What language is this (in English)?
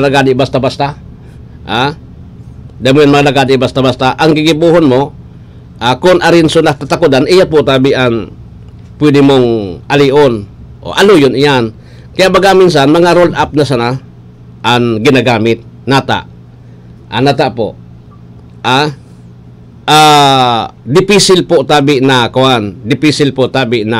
Bikol